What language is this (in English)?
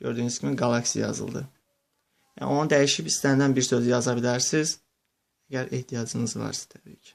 Azerbaijani